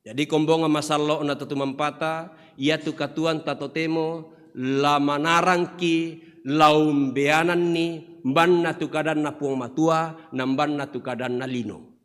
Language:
Toraja-Sa'dan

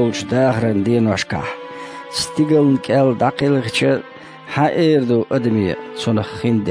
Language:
Chechen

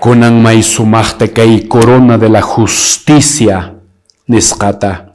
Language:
Quechua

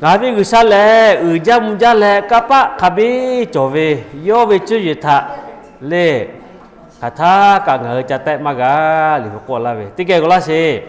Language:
Lahu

